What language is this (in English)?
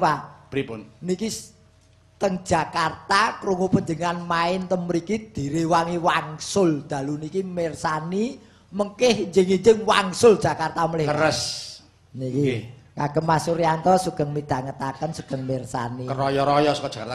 Javanese